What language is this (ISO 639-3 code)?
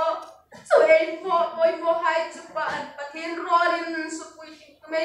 hmr